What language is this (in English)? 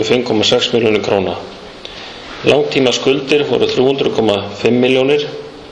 Icelandic